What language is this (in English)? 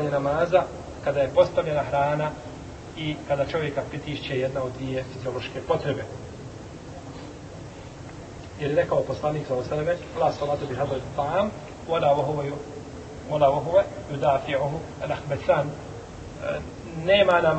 Bosnian